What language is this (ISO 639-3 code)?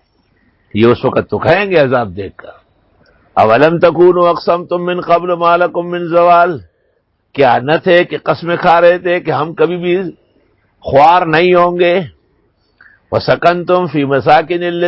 urd